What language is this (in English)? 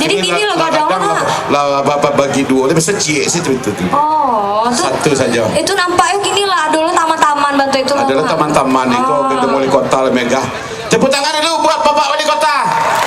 Minangkabau